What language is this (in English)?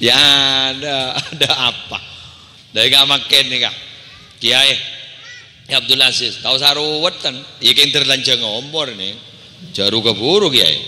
Madurese